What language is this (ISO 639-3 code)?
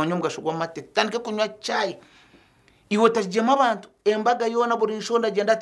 nyn